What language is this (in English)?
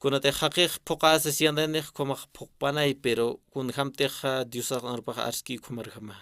Aymara